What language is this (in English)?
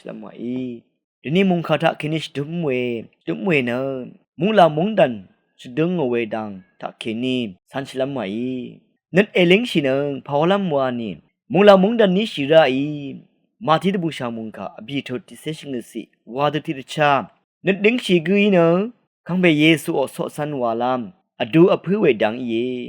Rawang